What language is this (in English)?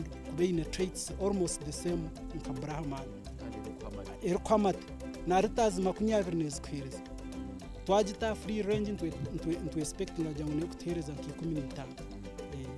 Nyankole